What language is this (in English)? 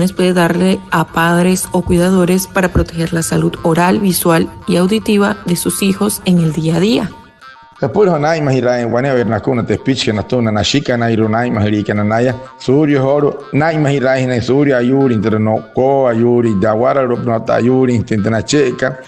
Wayuu